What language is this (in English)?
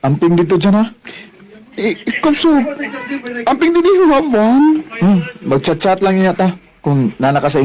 Cebuano